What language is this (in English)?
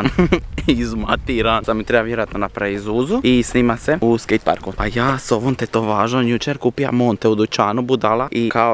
Croatian